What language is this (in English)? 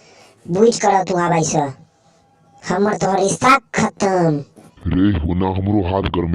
Maithili